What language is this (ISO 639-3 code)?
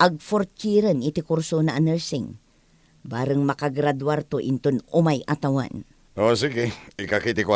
ilo